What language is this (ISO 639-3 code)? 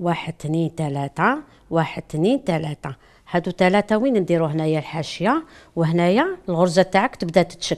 arq